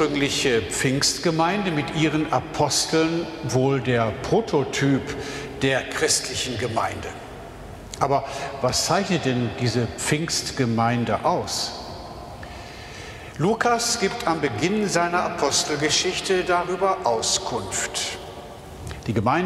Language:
German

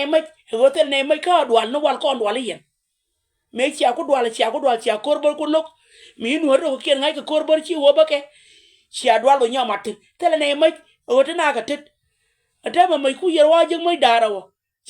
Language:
Nuer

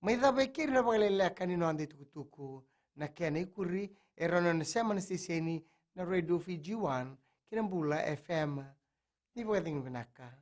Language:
Fijian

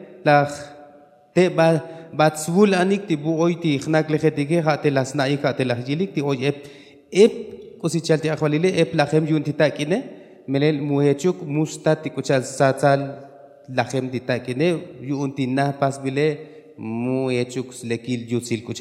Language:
Tzotzil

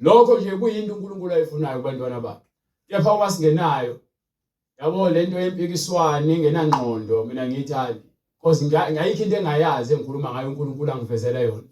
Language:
Zulu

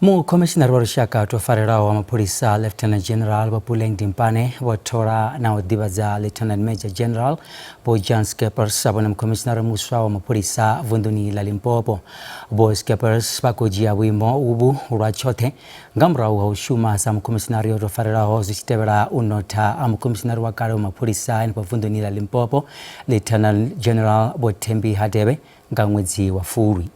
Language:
Venda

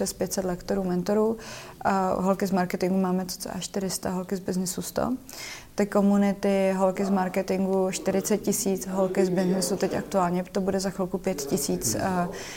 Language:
Czech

